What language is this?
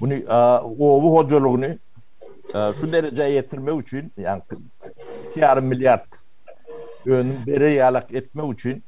Turkmen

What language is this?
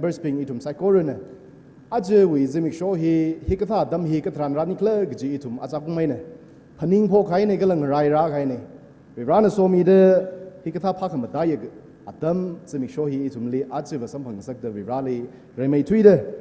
Tangkhul Naga (India)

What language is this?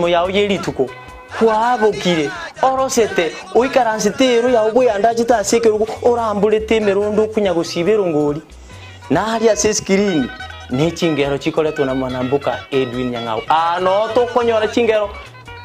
Gusii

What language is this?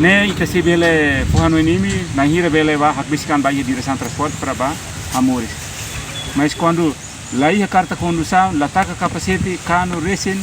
Tetum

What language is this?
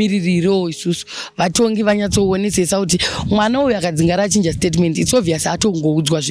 Shona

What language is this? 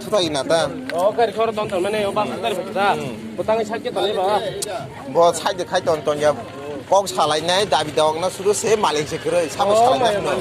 Kok Borok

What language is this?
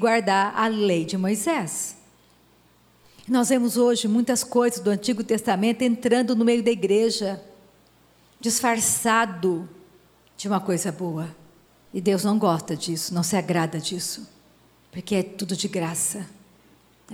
Portuguese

